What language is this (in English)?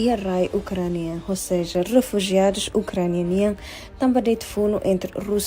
Tetum